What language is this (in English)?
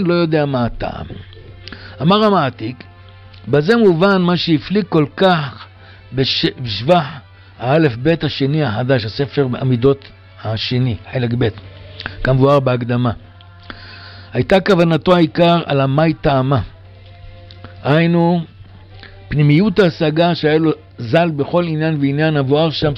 Hebrew